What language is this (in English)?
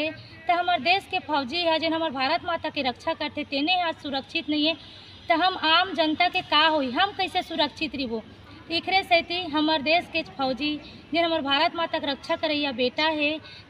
Chhattisgarhi